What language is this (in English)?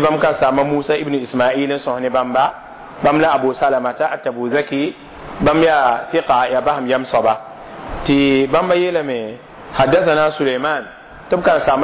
Mossi